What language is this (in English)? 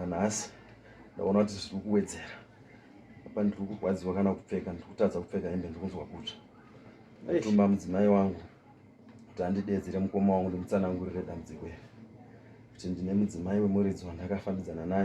Shona